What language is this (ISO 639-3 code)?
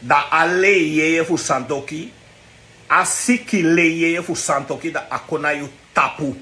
srn